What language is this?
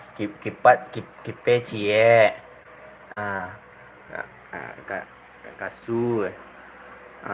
Minangkabau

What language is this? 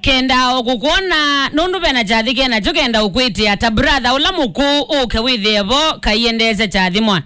Kamba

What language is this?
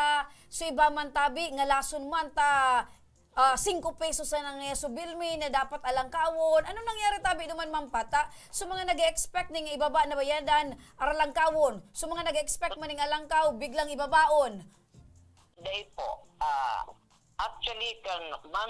Bikol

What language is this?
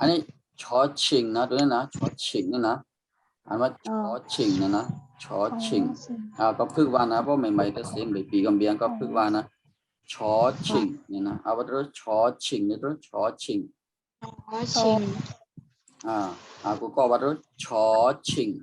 Shan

